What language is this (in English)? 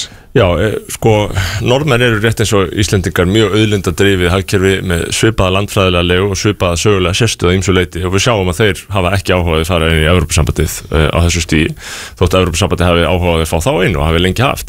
Icelandic